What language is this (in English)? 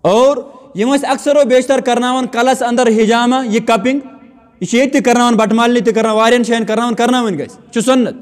Kashmiri